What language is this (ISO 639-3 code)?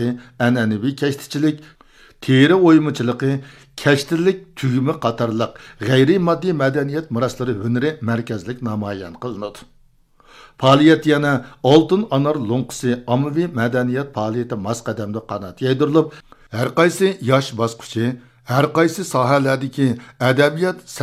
uig